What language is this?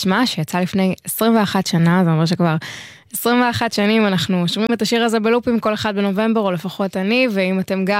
Hebrew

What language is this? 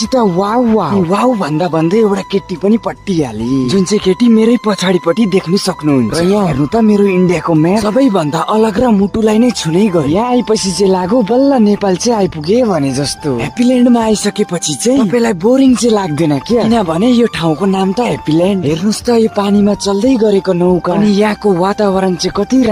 Nepali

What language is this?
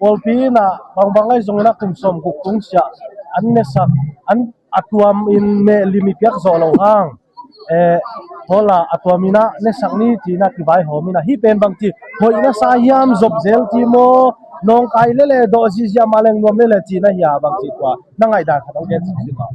Tedim Chin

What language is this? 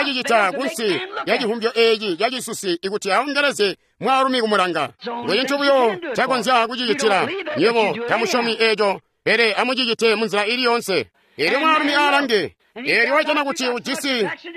Tonga (Zambia)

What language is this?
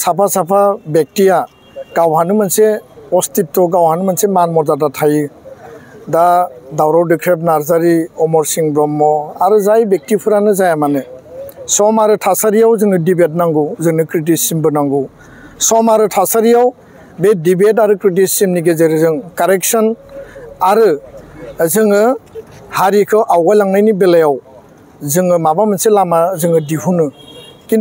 Bodo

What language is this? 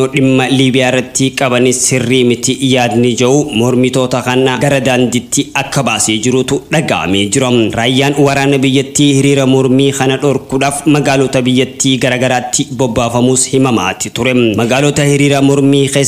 Oromo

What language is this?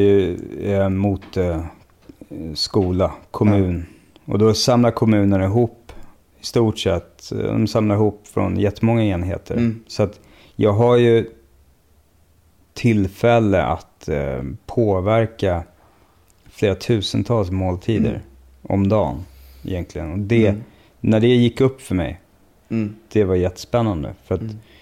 Swedish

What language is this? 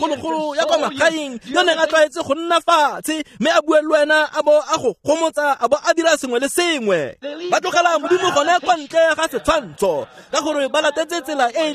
Tswana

